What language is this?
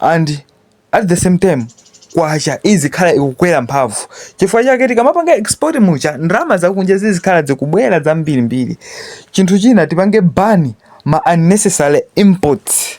Nyanja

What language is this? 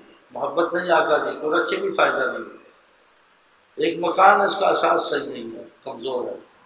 Urdu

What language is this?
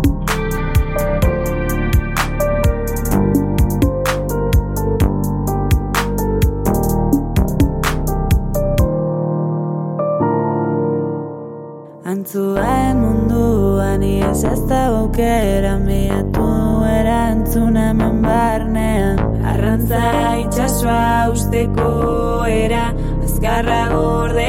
Basque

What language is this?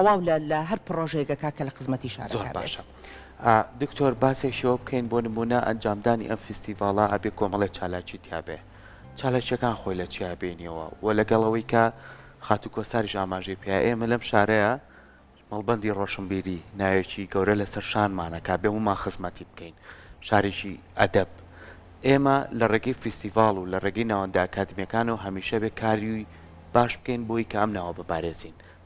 Central Kurdish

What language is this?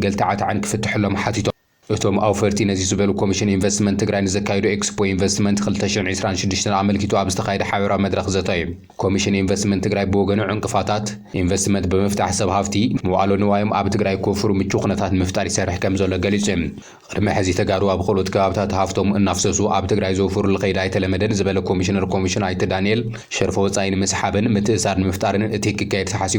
Tigrinya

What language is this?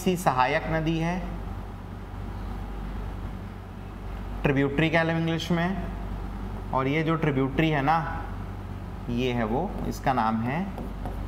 Hindi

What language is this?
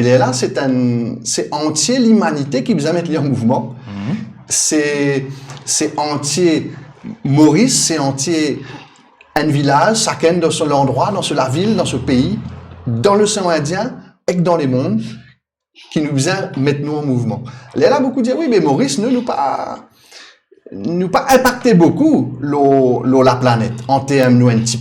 Morisyen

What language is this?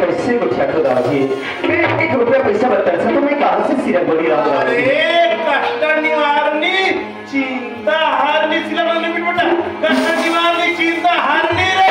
Chhattisgarhi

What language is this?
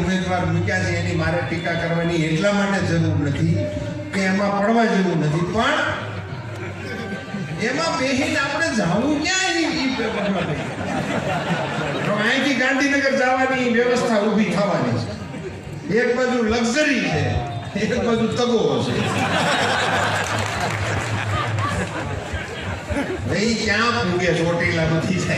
Gujarati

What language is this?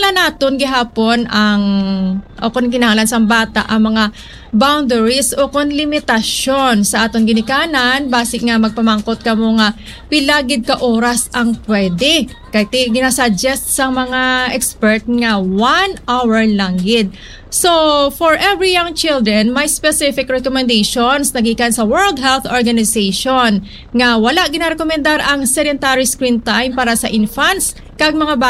Hiligaynon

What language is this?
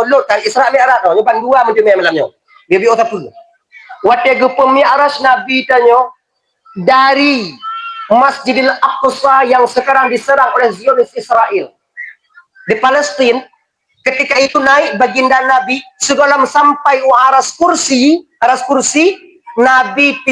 Achinese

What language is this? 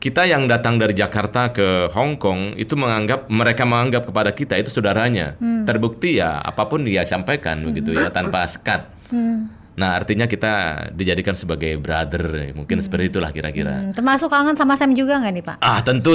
Indonesian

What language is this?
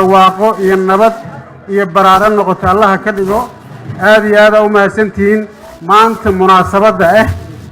Somali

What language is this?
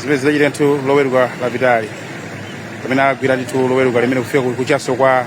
Nyanja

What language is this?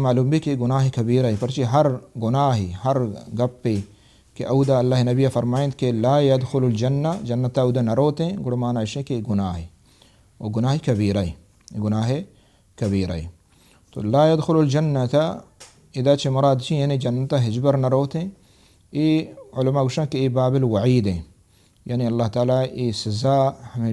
Baluchi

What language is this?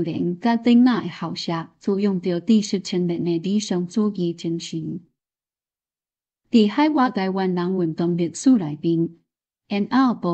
Min Nan Chinese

